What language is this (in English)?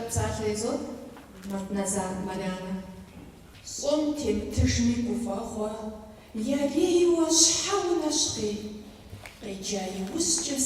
Kabardian